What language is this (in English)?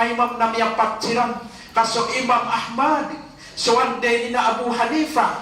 Maranao